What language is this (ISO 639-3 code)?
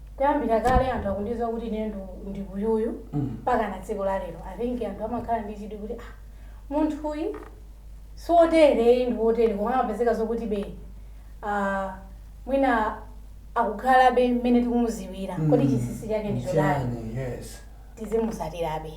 nya